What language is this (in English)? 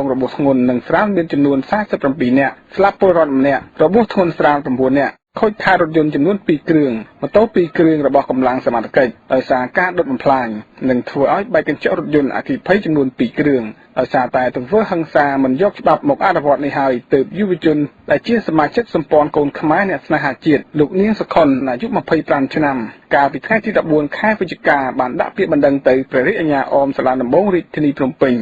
Khmer